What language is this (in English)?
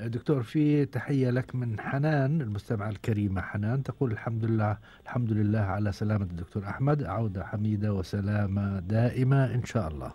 Gulf Arabic